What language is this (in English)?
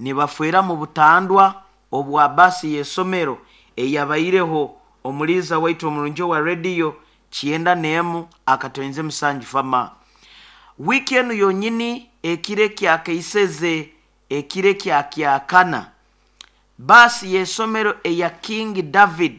Nyoro